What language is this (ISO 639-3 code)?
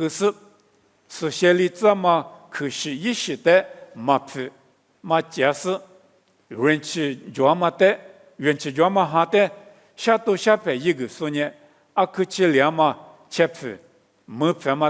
lis